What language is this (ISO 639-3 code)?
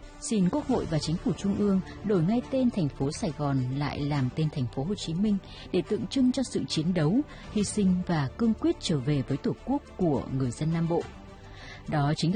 vie